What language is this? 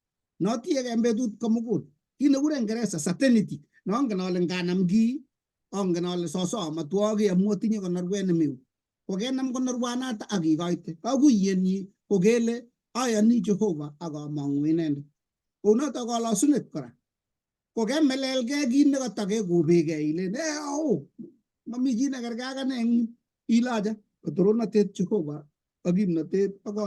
Kalenjin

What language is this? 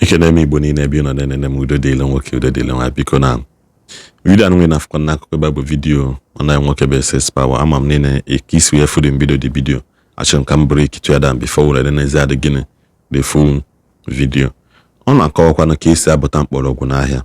Igbo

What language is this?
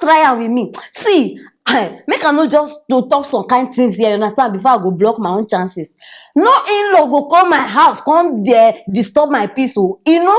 Nigerian Pidgin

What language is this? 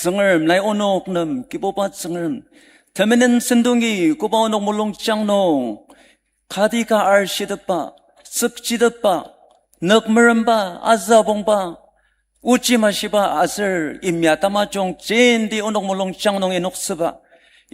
Ao Naga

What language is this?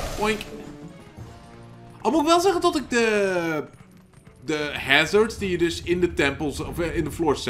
Dutch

